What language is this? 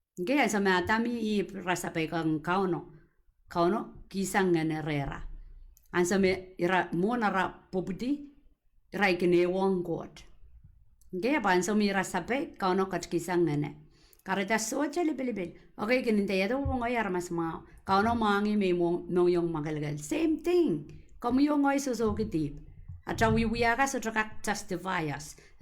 Pohnpeian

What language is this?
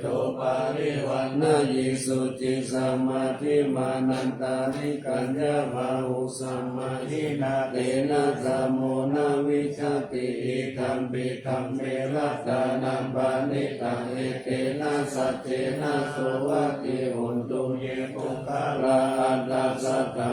Pali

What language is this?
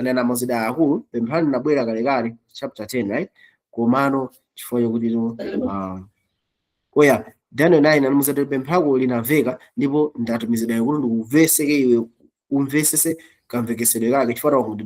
Nyanja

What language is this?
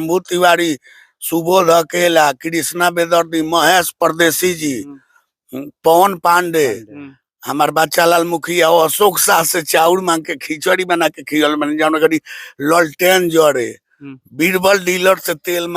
Bhojpuri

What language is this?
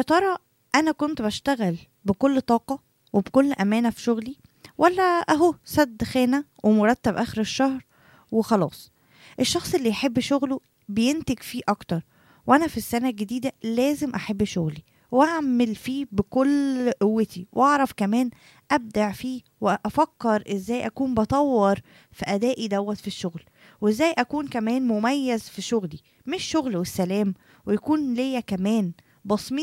Egyptian Arabic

